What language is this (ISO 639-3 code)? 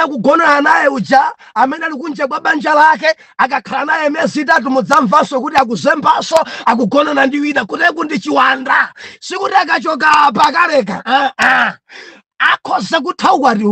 nya